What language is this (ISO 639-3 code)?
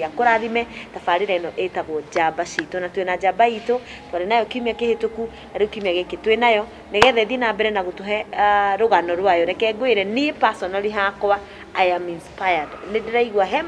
kik